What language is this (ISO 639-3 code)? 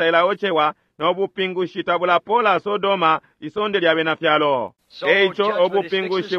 bem